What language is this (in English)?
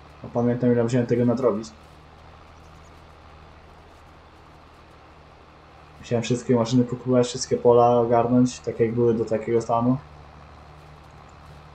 Polish